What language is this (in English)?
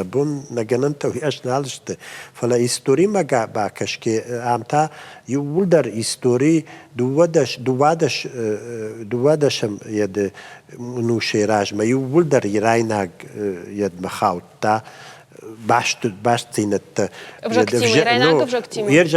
Ossetic